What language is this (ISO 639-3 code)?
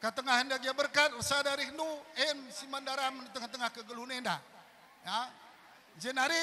btx